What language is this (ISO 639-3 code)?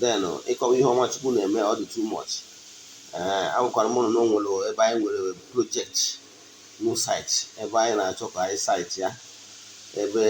ibo